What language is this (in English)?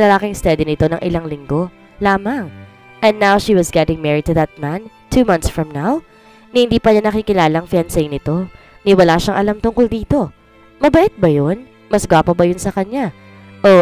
Filipino